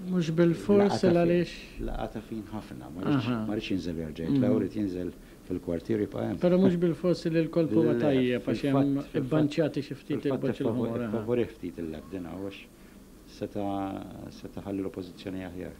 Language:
Maltese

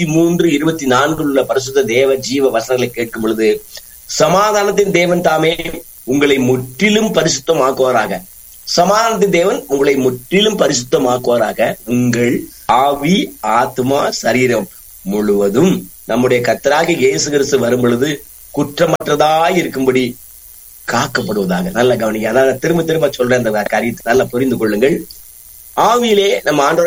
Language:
Tamil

